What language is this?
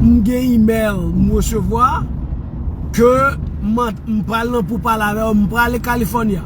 Haitian Creole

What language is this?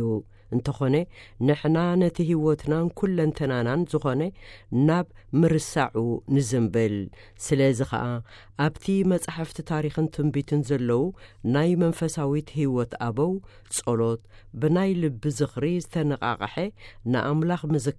Tigrinya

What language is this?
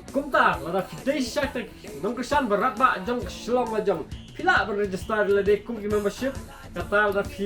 Khasi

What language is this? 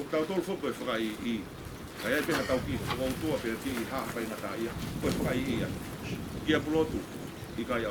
Tongan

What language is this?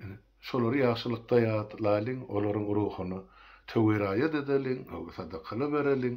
Turkmen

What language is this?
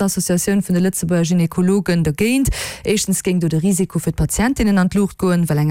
Luxembourgish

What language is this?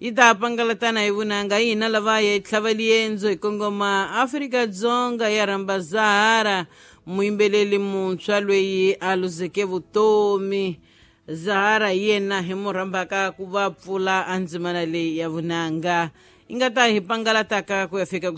Tsonga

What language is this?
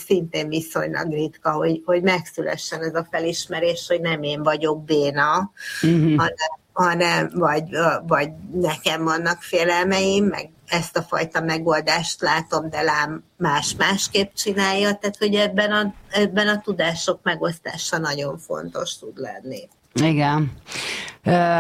Hungarian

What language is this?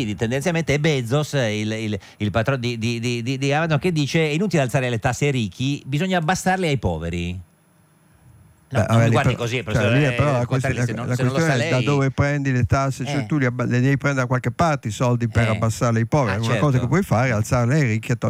Italian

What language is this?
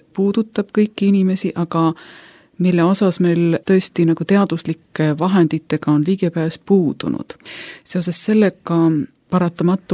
Estonian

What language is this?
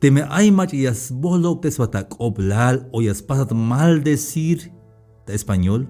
Tzeltal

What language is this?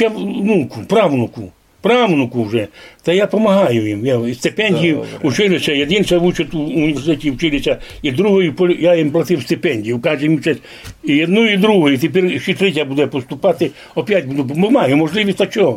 Rusyn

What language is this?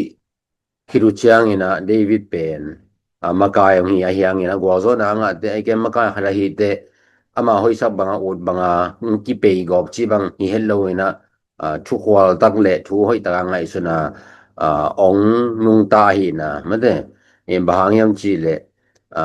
Tedim Chin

